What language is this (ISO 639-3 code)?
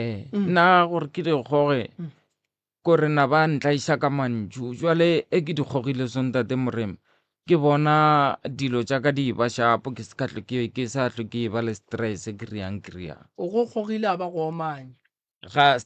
nso